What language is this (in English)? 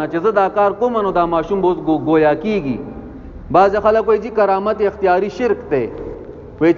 Pashto